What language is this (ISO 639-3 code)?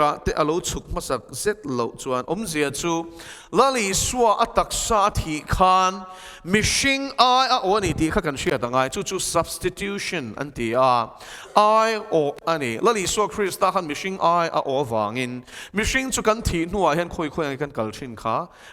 lus